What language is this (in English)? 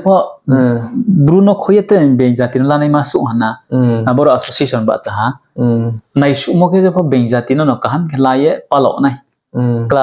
Riang (India)